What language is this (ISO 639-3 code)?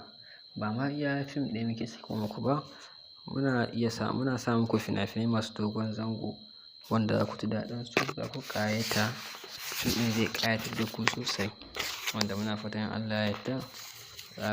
hau